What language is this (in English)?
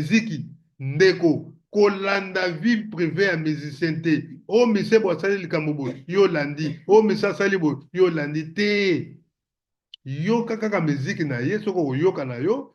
Lingala